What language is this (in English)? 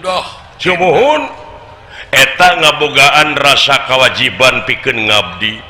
Sundanese